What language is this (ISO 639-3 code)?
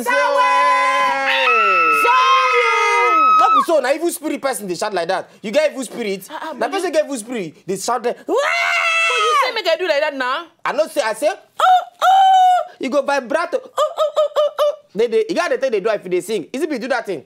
pcm